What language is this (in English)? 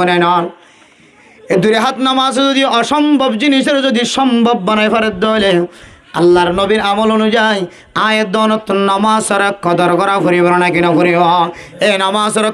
Rohingya